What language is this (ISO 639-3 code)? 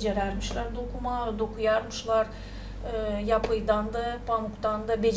gag